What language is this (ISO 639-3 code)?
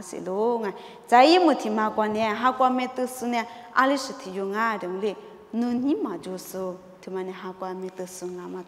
lis